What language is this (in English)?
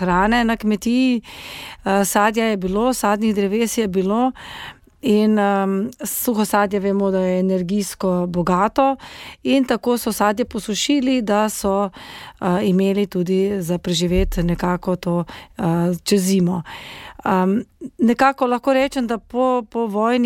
Slovenian